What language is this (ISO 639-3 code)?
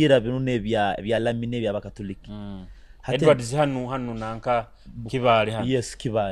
nyo